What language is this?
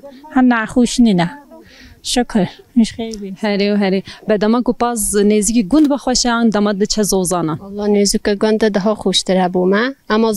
Kurdish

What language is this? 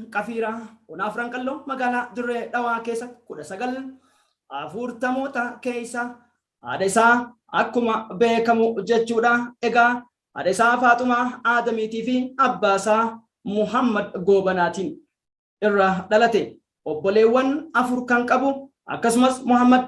Oromo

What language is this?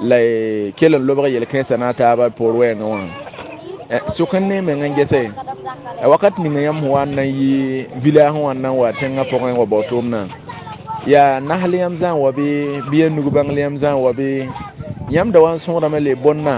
Mossi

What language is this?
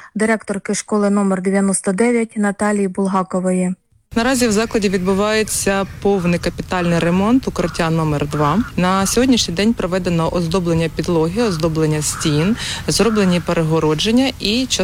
Ukrainian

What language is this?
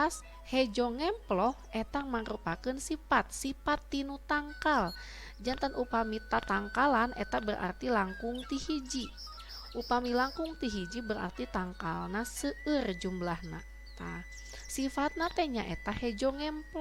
Sundanese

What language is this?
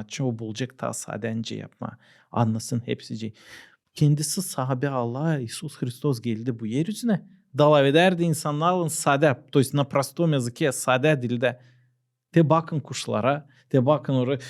Gagauz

